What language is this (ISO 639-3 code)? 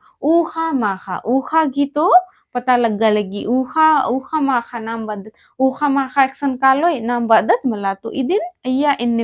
kru